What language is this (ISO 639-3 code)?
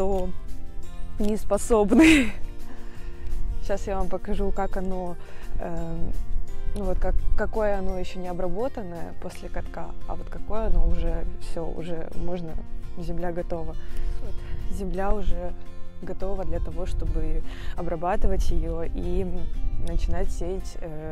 rus